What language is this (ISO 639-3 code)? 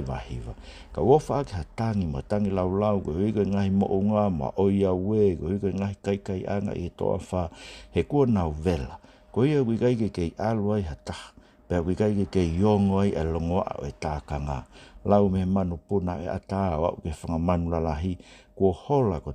ton